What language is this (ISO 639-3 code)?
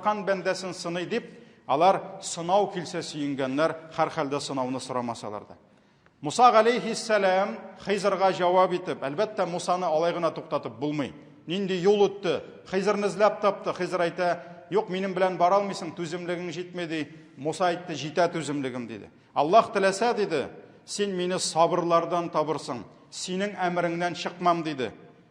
tat